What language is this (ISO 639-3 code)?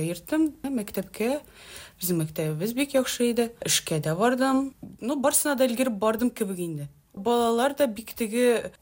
tat